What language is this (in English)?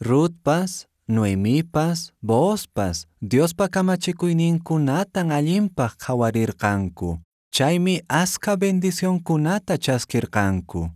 Quechua